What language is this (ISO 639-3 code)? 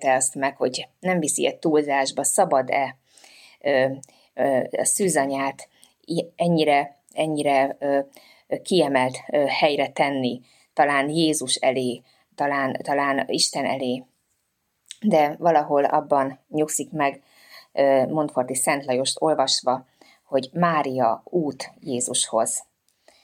hun